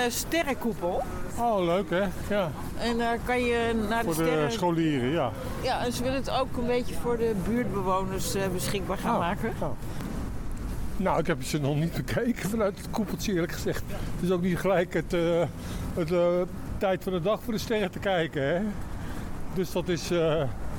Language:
Dutch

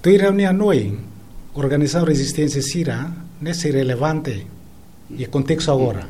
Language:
Tetum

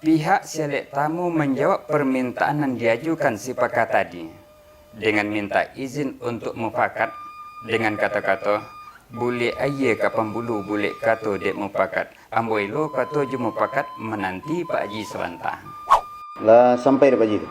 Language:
Minangkabau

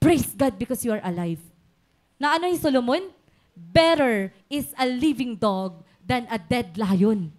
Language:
Waray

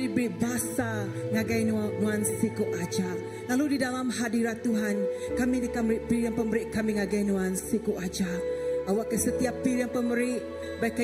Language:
Iban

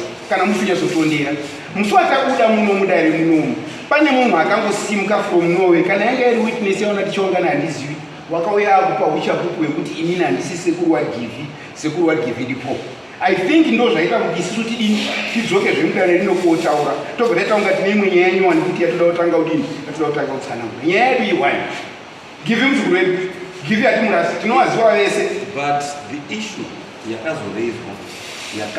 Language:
Shona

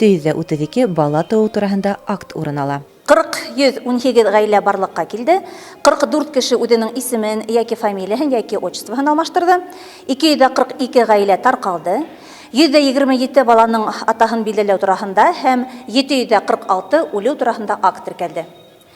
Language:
Bashkir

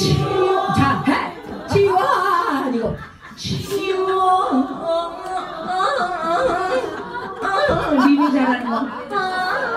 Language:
Korean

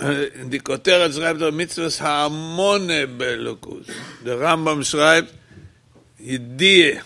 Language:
Yiddish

